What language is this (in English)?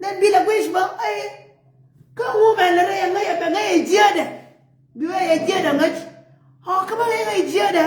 Nuer